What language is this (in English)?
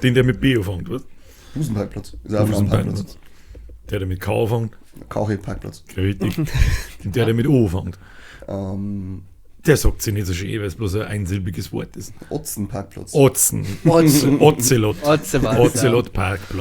Bavarian